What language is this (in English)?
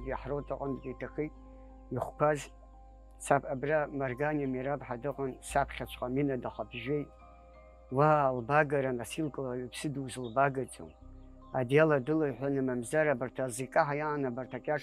Abkhazian